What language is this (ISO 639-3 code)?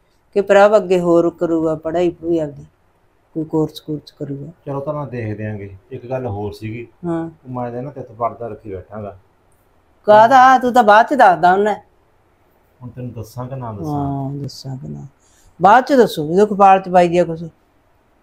pan